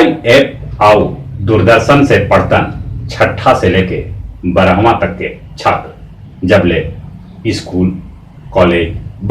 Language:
Magahi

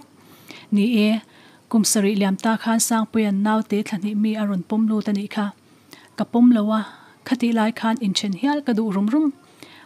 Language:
Mizo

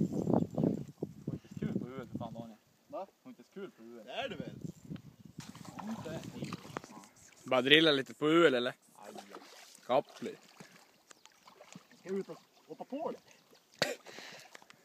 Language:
Swedish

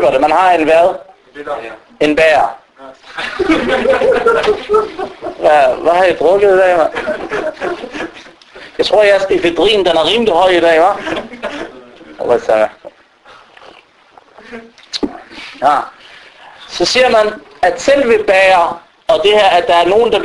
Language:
Danish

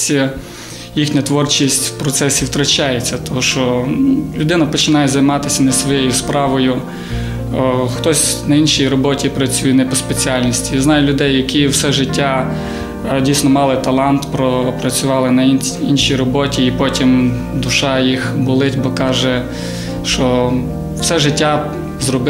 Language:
Ukrainian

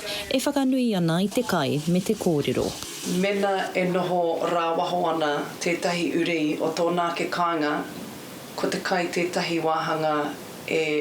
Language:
Māori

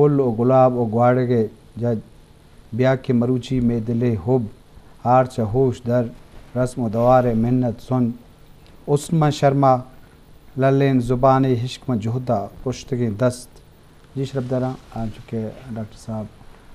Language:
Eastern Balochi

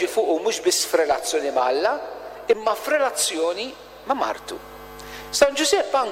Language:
Maltese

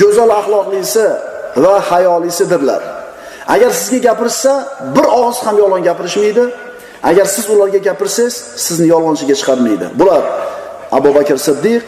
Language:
Uzbek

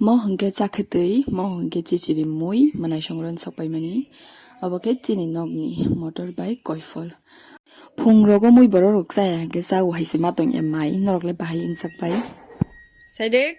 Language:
Kok Borok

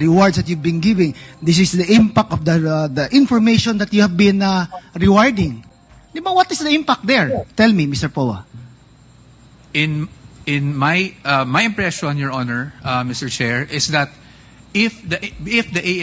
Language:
Filipino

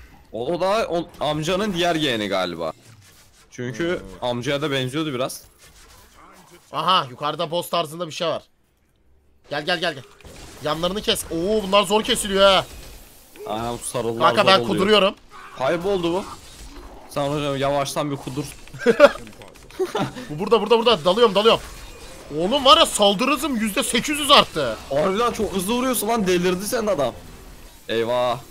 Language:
Turkish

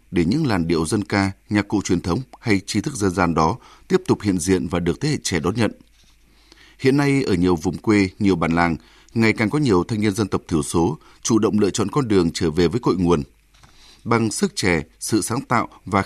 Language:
Vietnamese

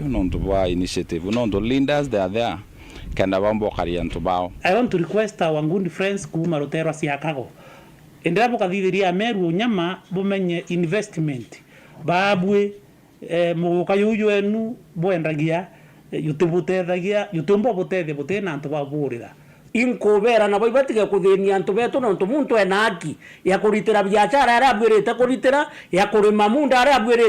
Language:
Meru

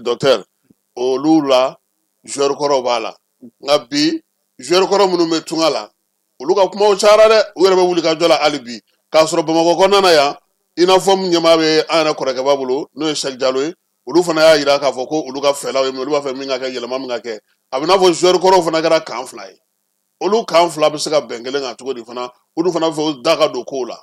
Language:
Bambara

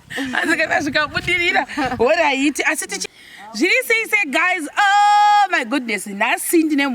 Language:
Shona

